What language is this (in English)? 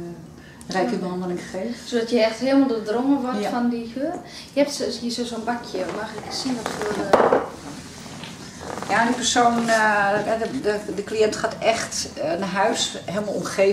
Dutch